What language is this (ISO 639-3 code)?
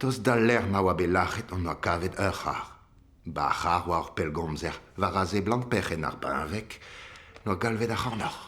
bre